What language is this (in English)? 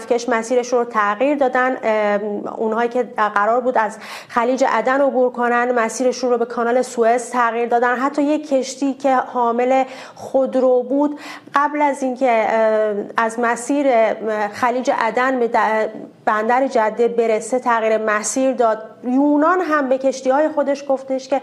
Persian